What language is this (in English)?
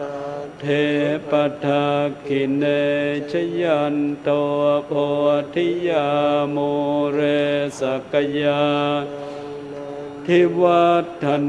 Pali